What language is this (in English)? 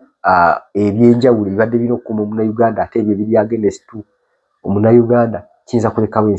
Ganda